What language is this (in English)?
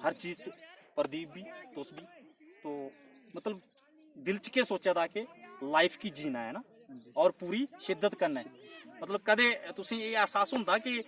Dogri